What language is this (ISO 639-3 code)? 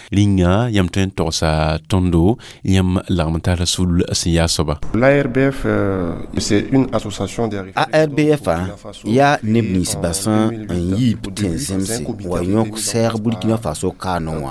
mos